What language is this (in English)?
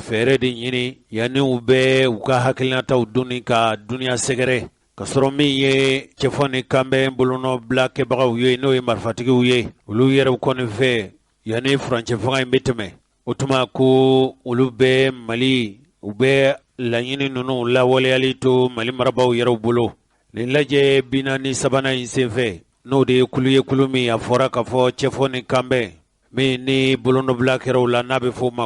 Bambara